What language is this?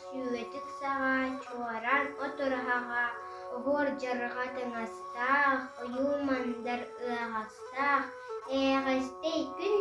Yakut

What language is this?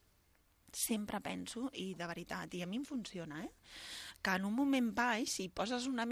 Catalan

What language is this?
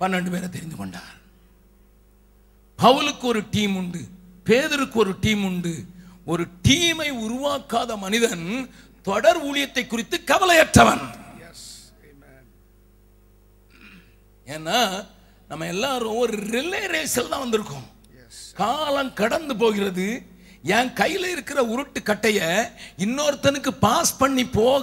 Tamil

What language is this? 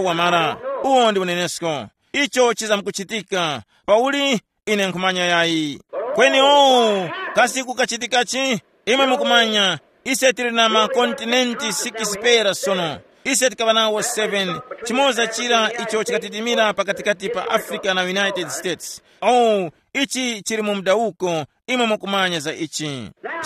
Tumbuka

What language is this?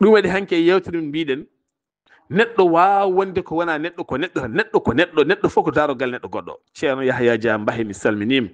Fula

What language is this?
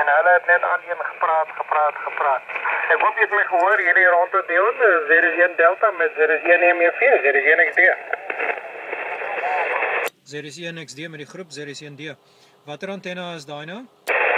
Afrikaans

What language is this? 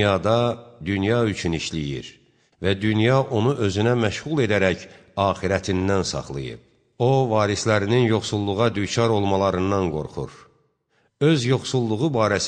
Azerbaijani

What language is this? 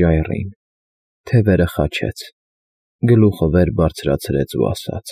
Armenian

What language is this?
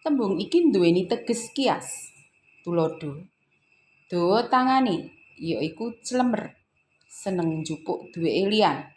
Javanese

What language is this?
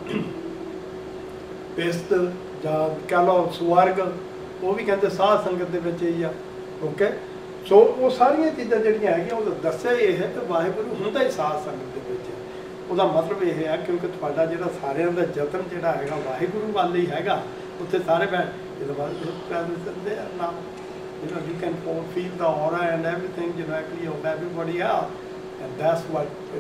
Punjabi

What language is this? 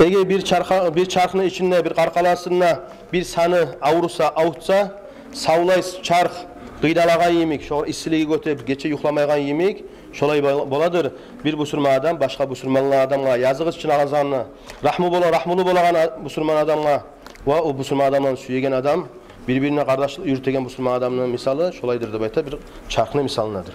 Kumyk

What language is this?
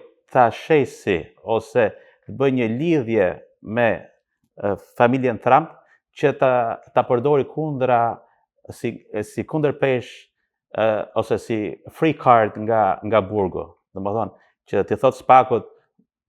Albanian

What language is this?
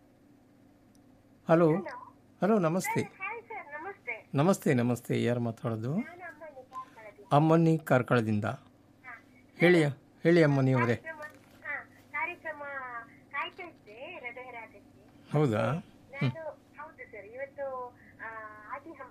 Kannada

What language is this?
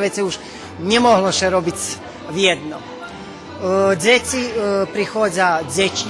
Rusyn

